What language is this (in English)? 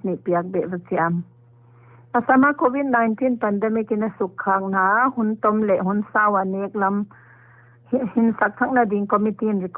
Paite Chin